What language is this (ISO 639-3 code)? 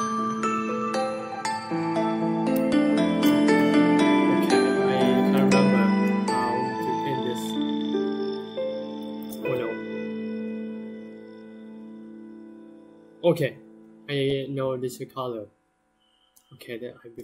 eng